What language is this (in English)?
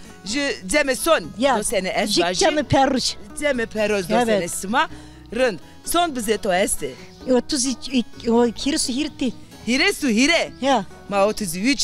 Zaza